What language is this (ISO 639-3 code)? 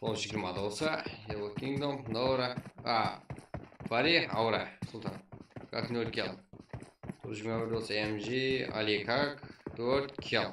kaa